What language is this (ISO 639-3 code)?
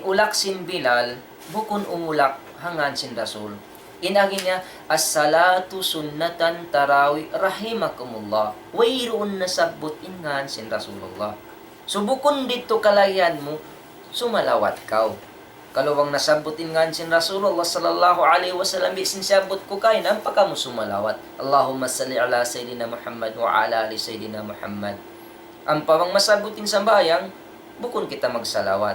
tsg